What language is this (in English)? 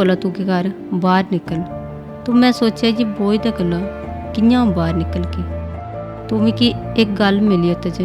Dogri